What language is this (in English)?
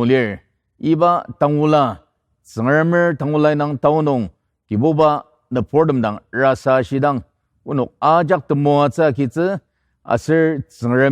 Ao Naga